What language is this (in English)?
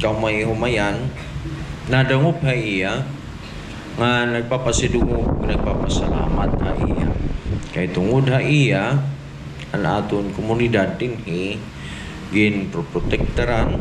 Waray